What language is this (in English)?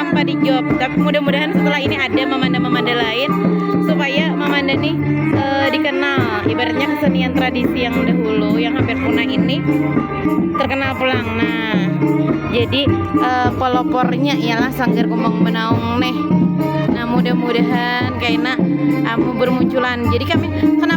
Banjar